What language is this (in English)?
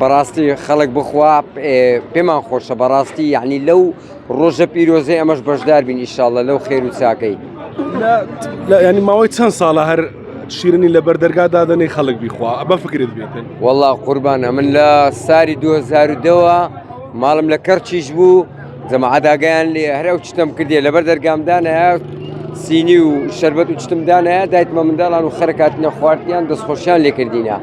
Central Kurdish